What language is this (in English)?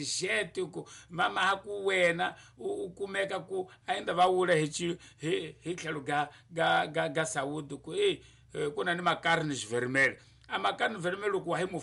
Tsonga